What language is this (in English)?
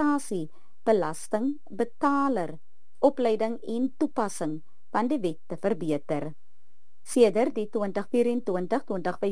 Afrikaans